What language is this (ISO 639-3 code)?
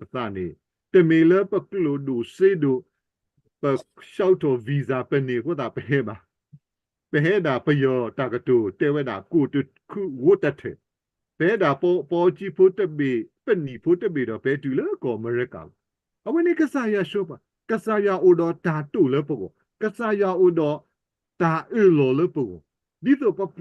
ksw